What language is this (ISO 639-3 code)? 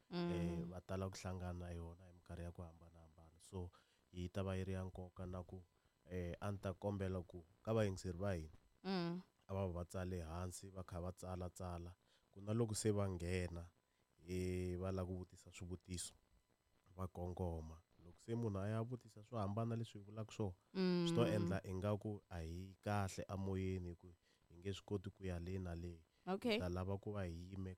tso